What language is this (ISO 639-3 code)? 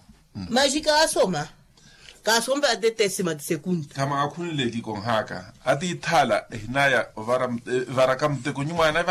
vmw